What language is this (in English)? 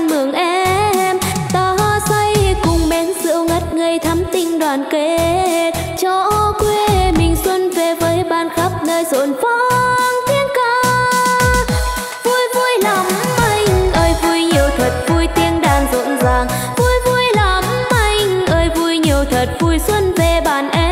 Vietnamese